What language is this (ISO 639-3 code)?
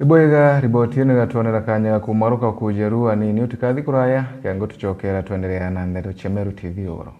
mer